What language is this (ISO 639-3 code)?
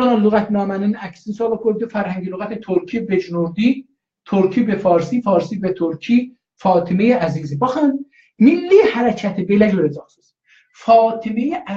azb